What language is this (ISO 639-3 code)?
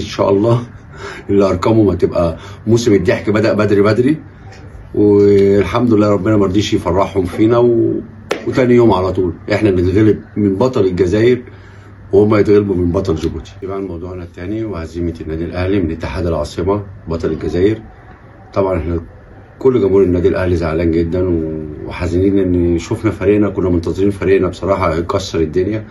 arz